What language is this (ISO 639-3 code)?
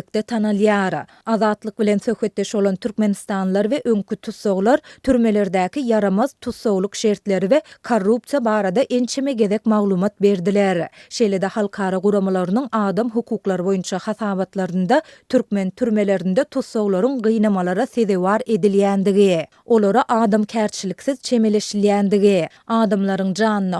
tuk